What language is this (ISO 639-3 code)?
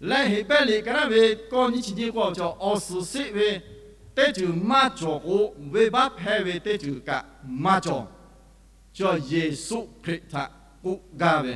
lhu